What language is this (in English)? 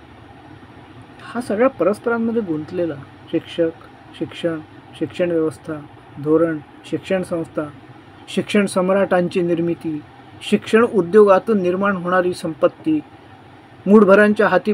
Marathi